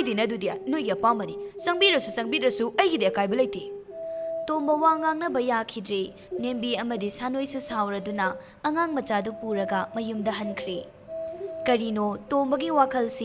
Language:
Manipuri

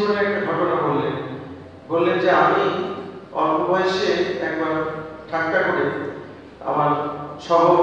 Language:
Bangla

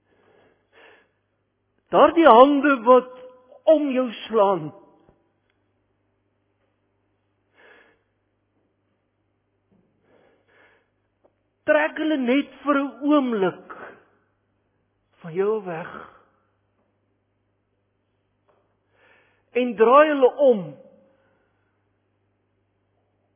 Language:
Afrikaans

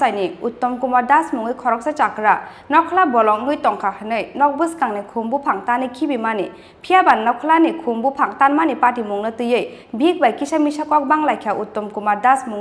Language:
Kok Borok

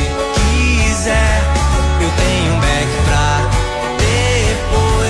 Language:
Portuguese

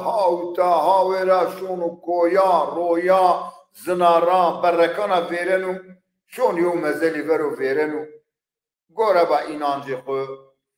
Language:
Zaza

